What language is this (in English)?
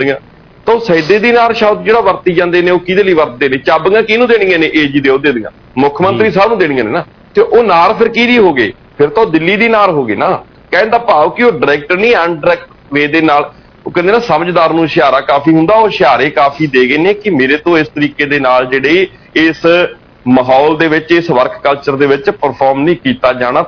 Punjabi